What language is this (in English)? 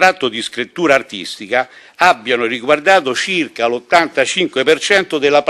Italian